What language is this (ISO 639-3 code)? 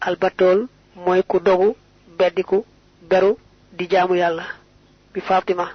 wol